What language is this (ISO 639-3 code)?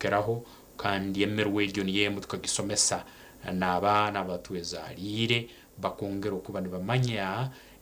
nyn